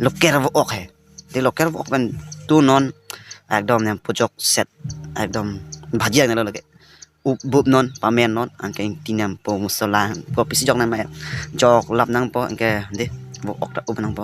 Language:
Karbi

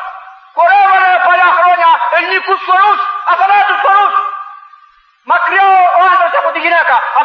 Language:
Greek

